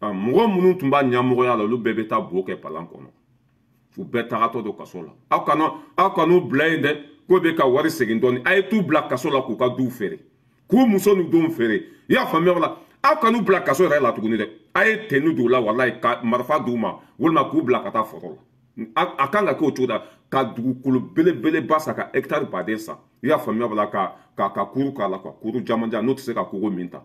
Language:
Bambara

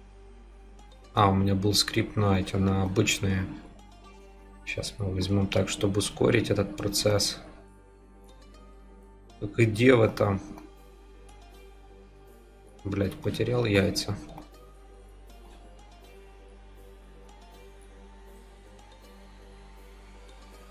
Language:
Russian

